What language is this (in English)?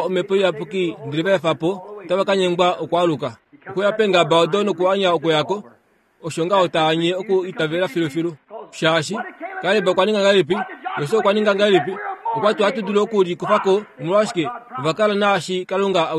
Kuanyama